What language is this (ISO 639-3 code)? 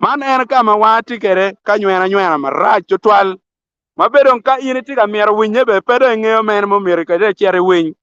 ach